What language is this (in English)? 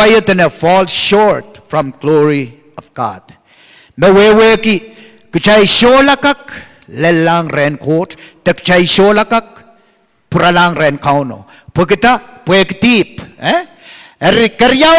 Pohnpeian